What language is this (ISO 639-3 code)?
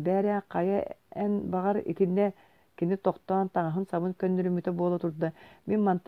sah